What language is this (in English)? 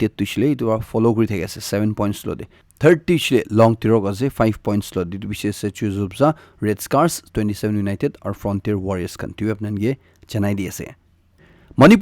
Naga Pidgin